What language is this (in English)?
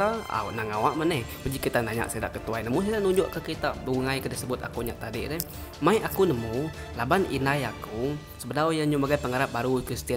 Iban